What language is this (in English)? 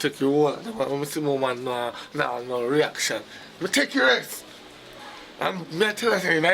Jamaican Creole English